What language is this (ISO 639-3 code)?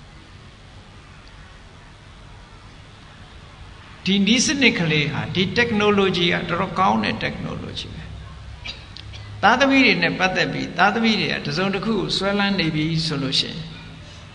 mya